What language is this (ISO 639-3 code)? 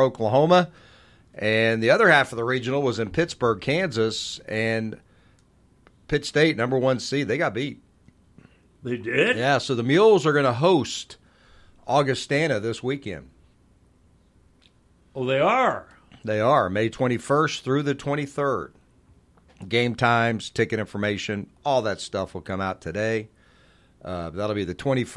eng